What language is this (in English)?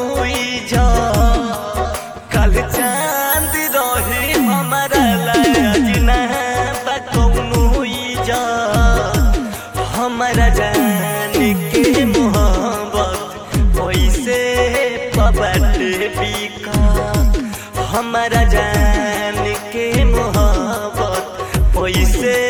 Bhojpuri